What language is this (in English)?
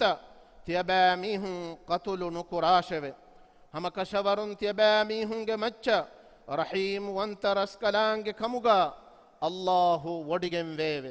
Divehi